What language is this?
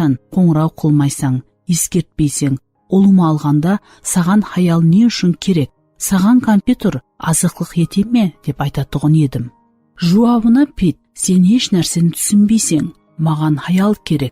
Kara-Kalpak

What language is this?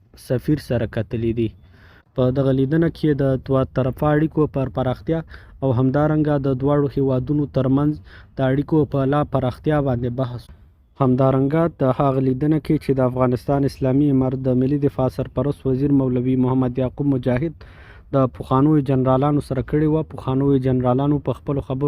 Pashto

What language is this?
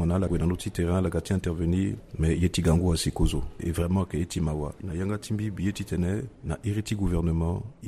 Sango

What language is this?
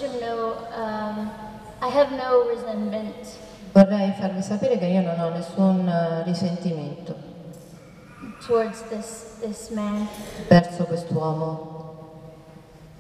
Italian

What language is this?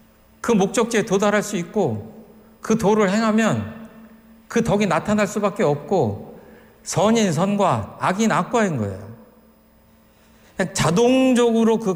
Korean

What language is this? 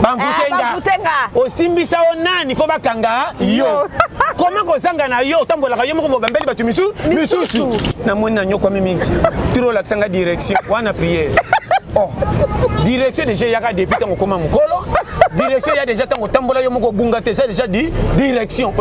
Lingala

